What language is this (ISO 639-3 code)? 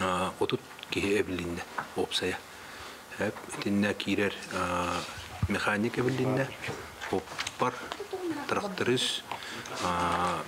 sah